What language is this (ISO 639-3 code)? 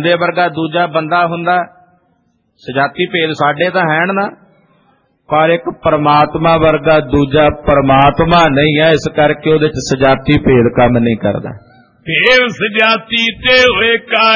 pan